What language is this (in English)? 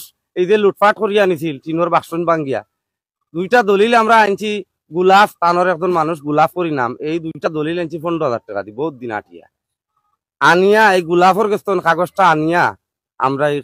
Sylheti